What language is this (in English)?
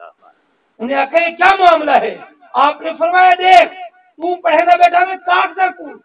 Saraiki